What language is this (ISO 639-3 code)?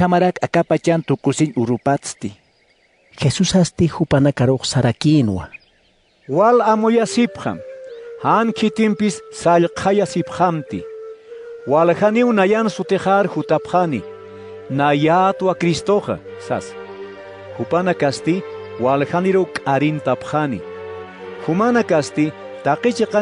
aym